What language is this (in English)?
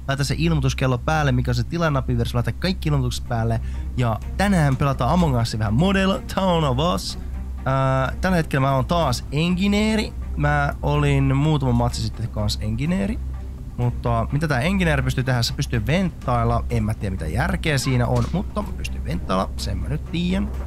Finnish